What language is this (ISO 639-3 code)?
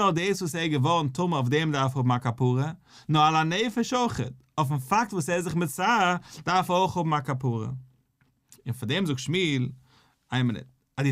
yid